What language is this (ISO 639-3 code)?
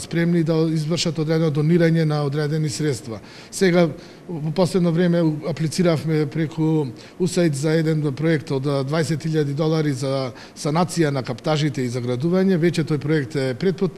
mkd